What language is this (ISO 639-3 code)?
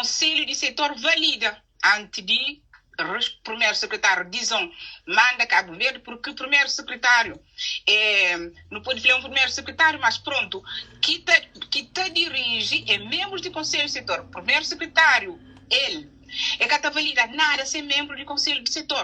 kea